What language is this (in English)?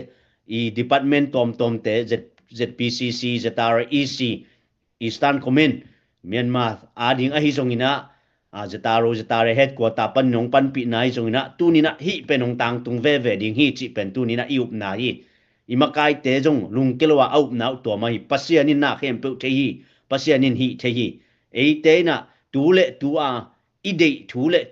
Tedim Chin